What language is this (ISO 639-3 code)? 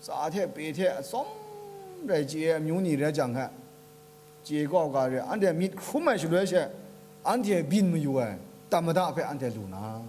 kac